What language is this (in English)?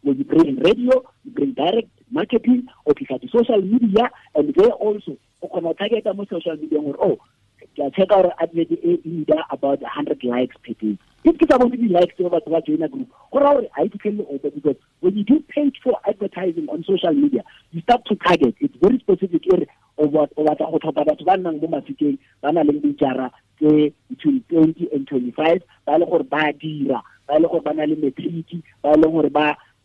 Tswana